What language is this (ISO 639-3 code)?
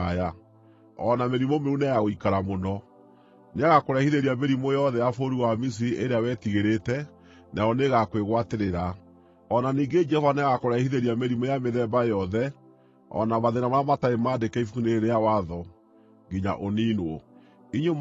kik